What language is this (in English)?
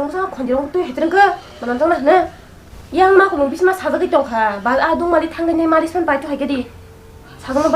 Kok Borok